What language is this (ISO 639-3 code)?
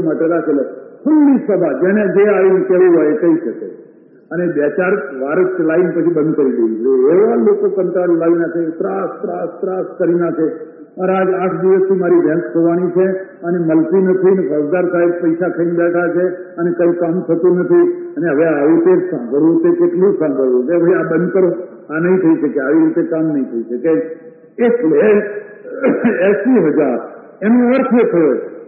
guj